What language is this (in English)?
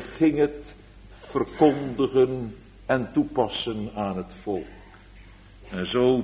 Dutch